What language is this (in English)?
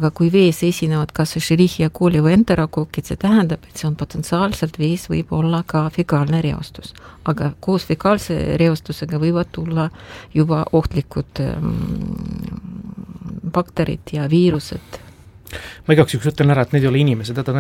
Estonian